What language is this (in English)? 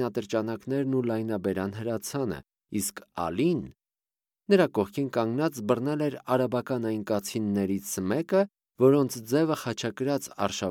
Armenian